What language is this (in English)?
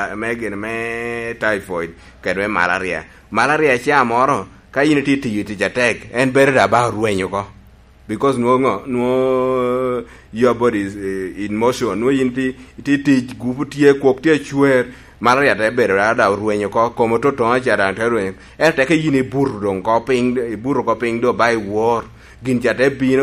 Lango (Uganda)